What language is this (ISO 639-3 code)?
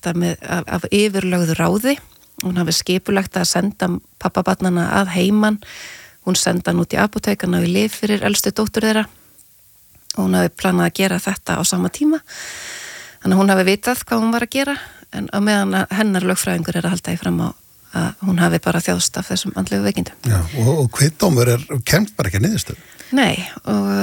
isl